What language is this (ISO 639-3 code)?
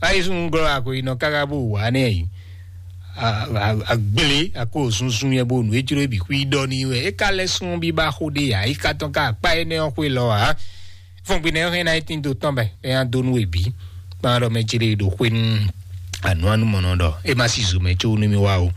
fon